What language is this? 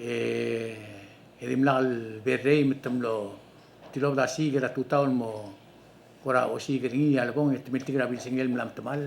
Palauan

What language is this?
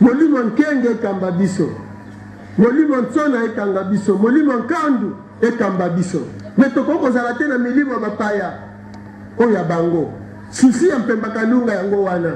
Lingala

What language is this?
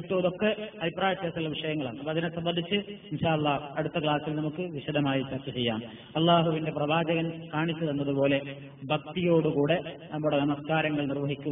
Malayalam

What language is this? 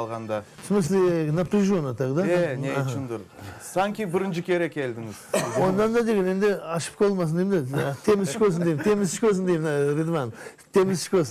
Crimean Tatar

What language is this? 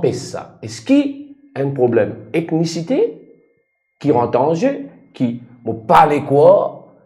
Morisyen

